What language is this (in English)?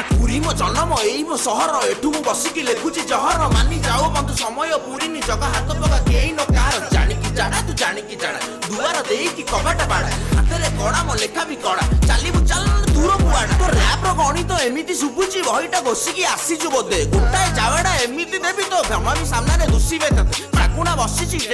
Odia